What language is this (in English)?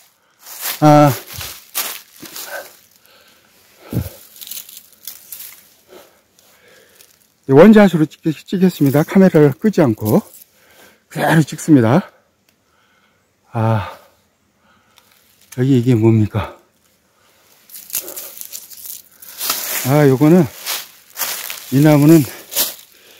Korean